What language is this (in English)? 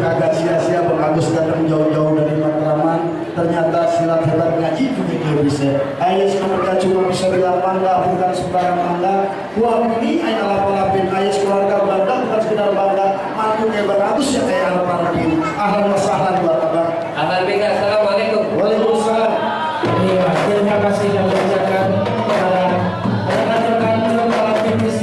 Betawi